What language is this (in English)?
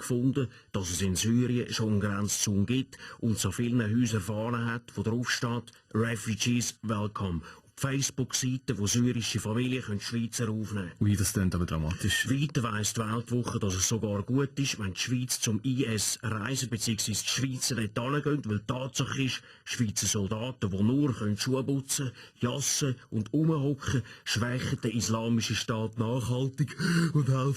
Swiss German